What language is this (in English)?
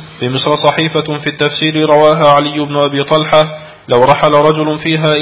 Arabic